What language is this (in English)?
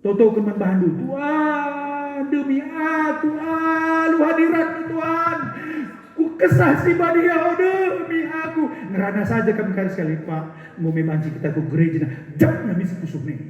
Batak Karo